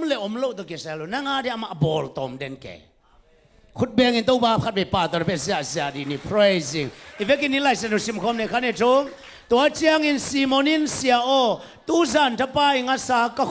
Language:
Tedim Chin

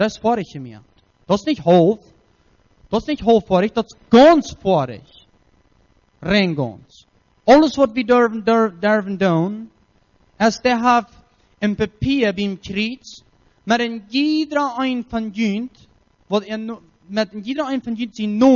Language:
Plautdietsch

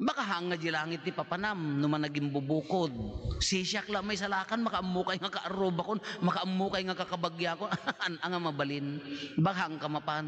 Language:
Iloko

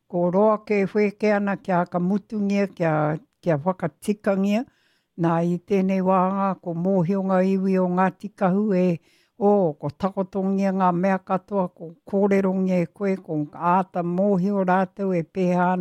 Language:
Māori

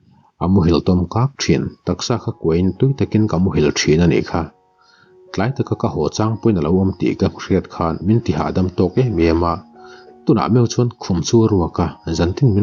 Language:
Mizo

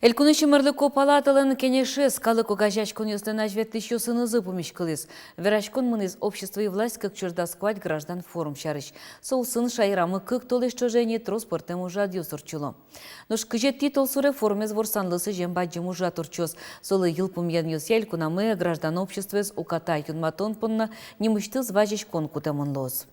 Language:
Udmurt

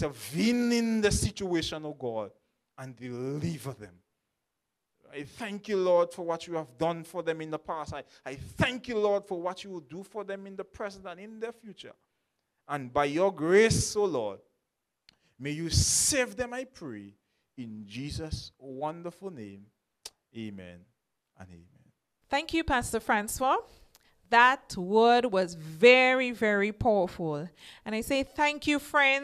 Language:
English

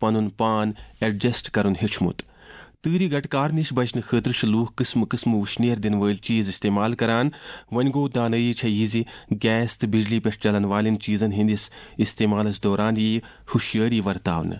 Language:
Kashmiri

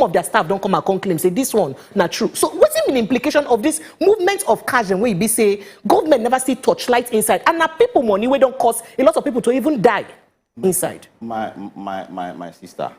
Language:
Nigerian Pidgin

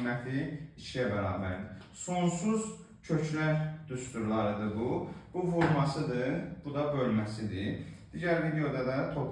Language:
Azerbaijani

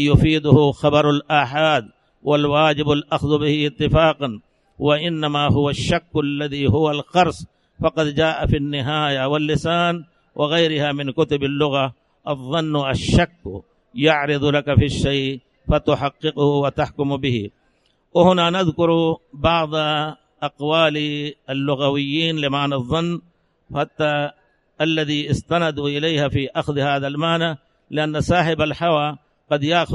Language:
Arabic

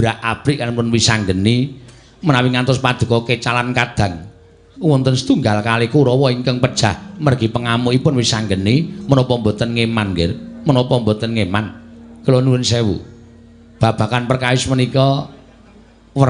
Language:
Javanese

